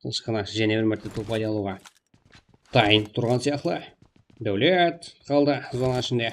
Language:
Kara-Kalpak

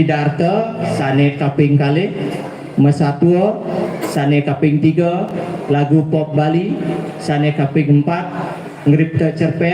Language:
Balinese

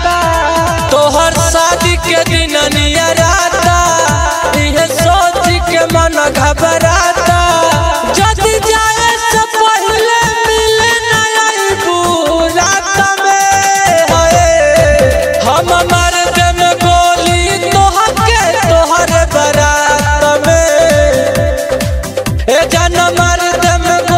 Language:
Bhojpuri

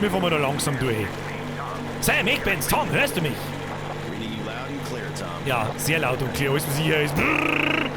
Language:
Bavarian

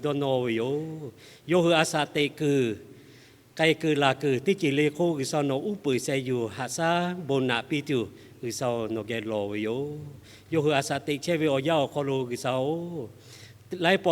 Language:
Lahu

